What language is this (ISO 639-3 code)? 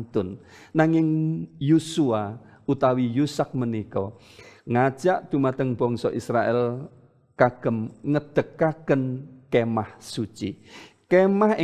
jav